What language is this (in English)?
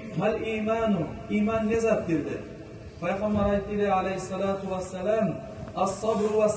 Kumyk